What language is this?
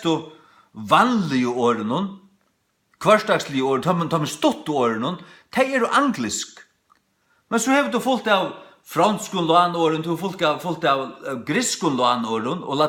Faroese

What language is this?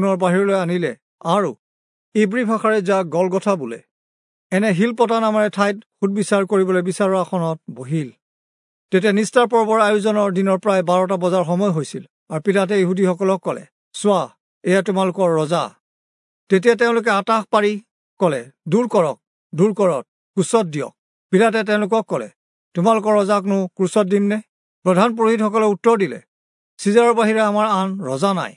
Assamese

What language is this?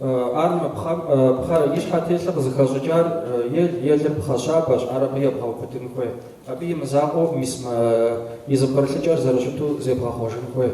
Kabardian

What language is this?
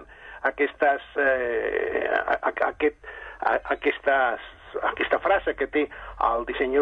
Catalan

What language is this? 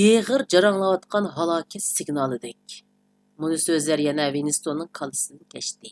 Uyghur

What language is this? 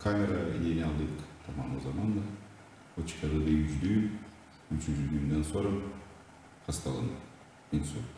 Gagauz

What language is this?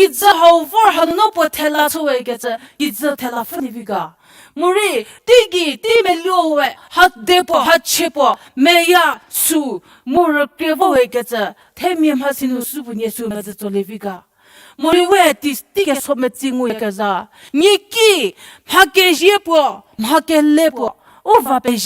Angami Naga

